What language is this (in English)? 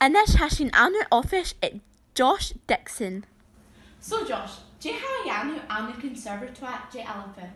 Scottish Gaelic